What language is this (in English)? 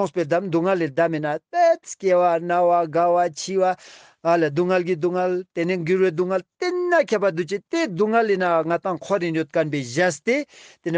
Ladakhi